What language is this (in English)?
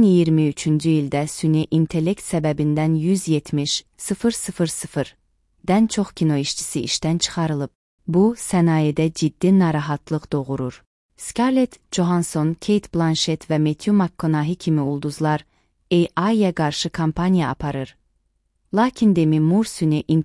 Azerbaijani